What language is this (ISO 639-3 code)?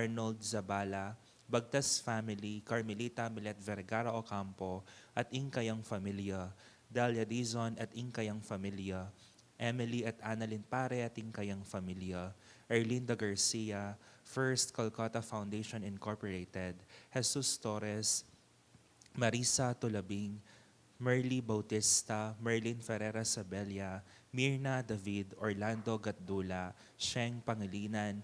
pam